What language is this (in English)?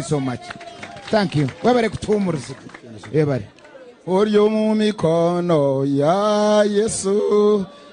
Nyankole